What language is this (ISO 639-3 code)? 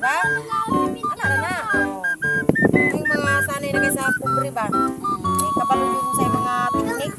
ceb